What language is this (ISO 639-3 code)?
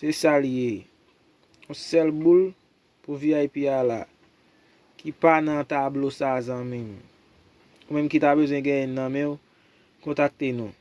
hat